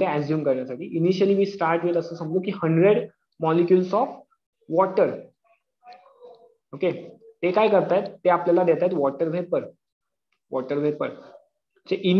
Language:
Marathi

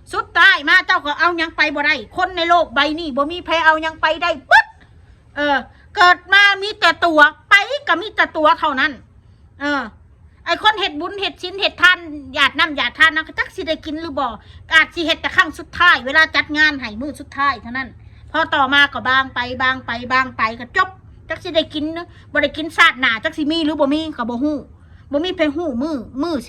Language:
Northeastern Thai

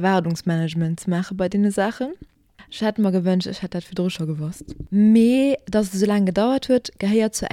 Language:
Luxembourgish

